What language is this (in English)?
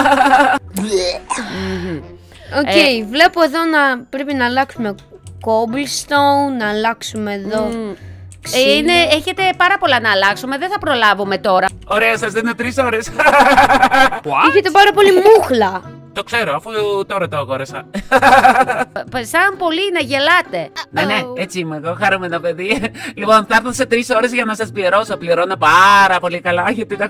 Greek